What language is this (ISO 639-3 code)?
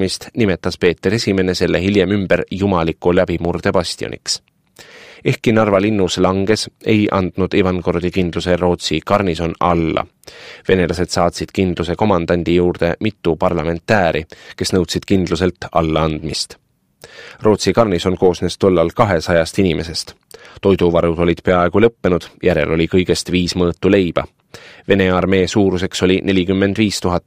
est